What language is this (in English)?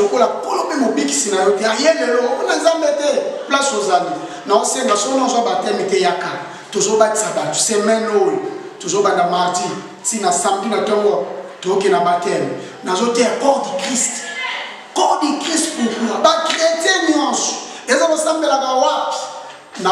Lingala